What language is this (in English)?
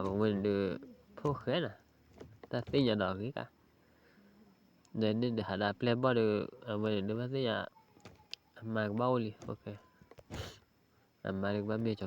S'gaw Karen